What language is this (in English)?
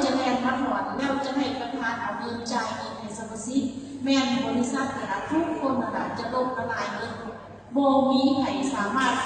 Lao